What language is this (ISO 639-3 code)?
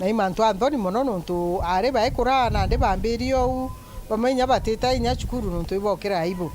mer